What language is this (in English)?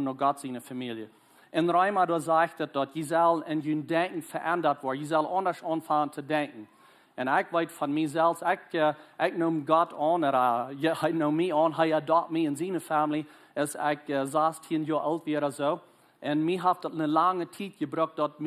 Plautdietsch